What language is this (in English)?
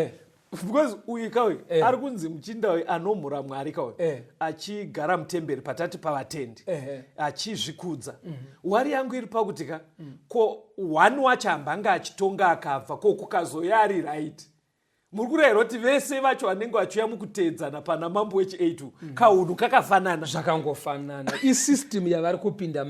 Shona